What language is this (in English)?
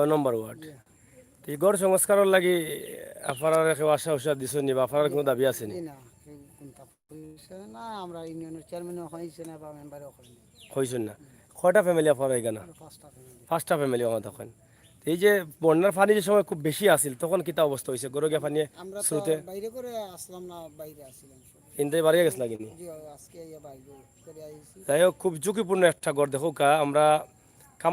Sylheti